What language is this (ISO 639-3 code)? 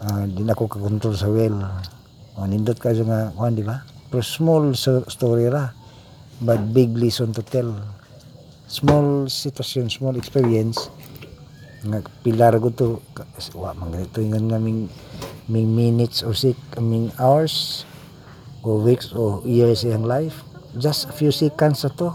ceb